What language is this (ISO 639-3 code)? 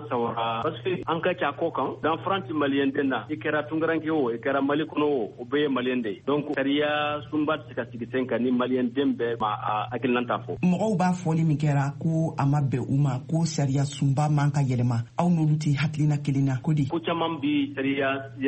bam